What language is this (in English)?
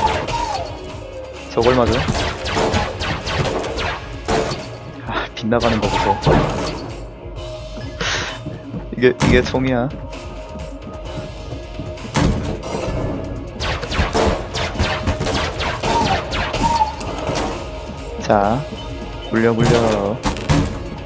Korean